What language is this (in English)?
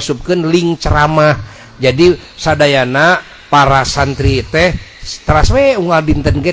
Sundanese